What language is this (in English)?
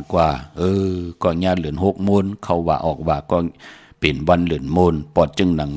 Shan